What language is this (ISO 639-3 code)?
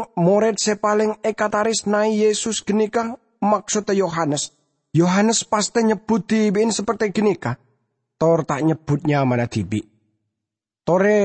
mad